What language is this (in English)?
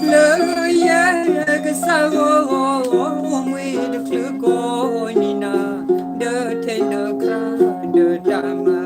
S'gaw Karen